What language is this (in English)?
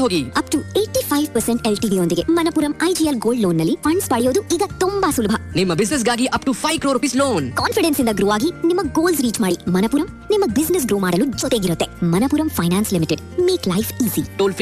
Kannada